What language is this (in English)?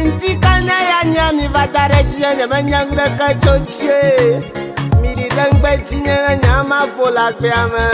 Ewe